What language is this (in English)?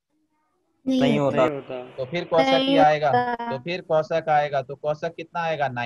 Hindi